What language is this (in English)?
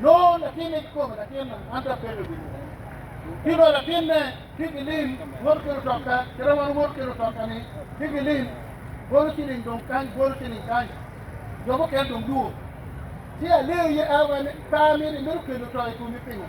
Acoli